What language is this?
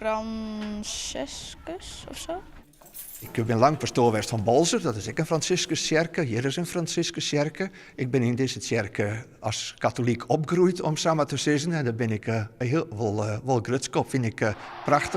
Western Frisian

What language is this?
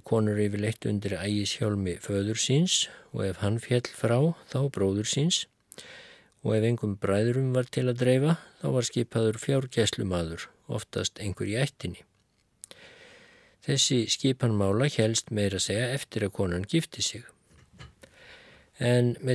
Icelandic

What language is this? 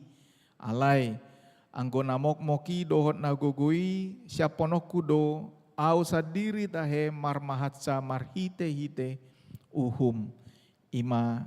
Batak Toba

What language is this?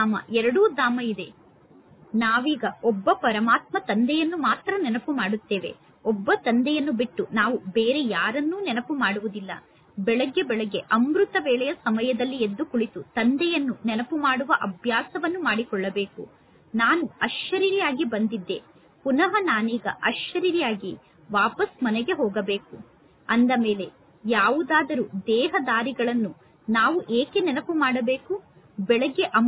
Kannada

